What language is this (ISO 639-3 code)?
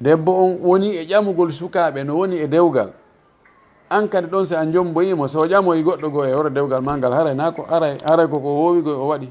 ful